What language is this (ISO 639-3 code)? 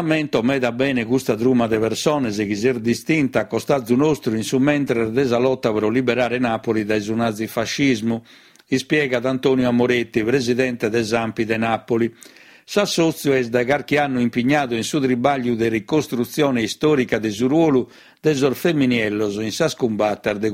srd